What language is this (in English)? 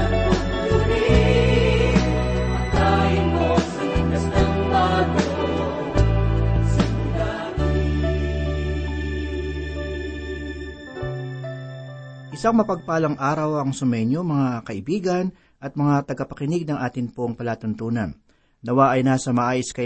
Filipino